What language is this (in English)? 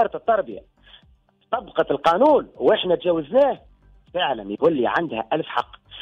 Tunisian Arabic